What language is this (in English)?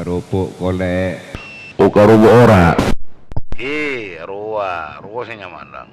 Madurese